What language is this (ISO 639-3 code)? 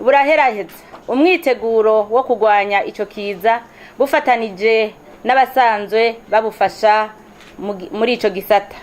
run